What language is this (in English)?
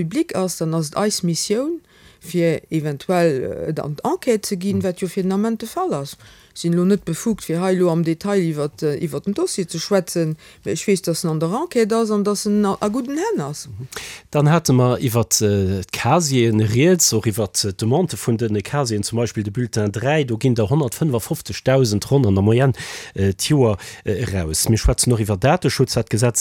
Luxembourgish